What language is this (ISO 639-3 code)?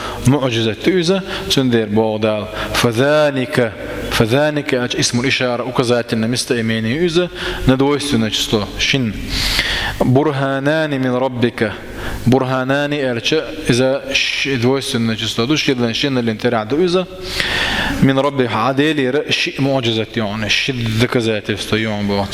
che